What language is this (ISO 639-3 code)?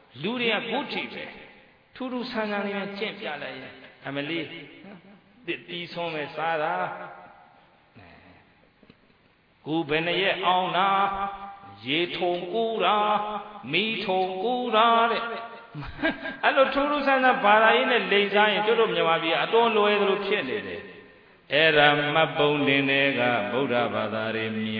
mya